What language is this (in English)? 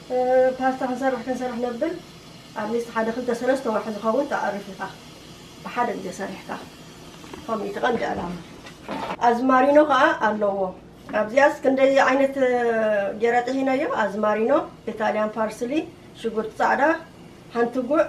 Tigrinya